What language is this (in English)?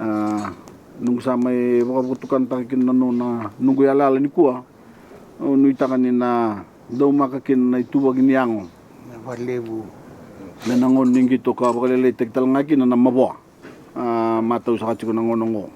Fijian